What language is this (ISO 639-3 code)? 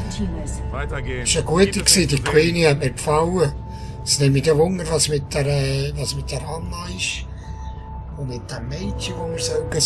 gsw